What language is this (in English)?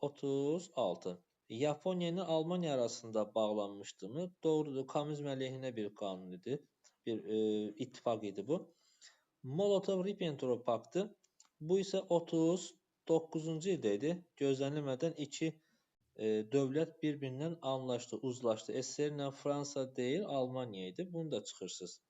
Azerbaijani